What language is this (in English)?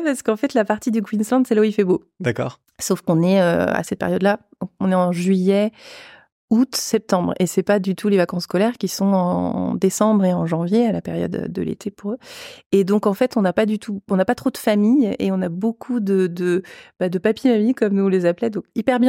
French